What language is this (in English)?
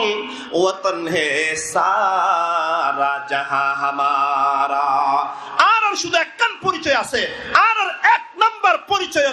Rohingya